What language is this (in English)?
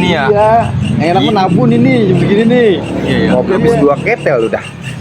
Betawi